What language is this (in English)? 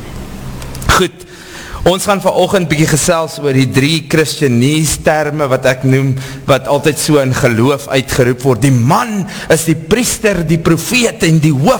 Afrikaans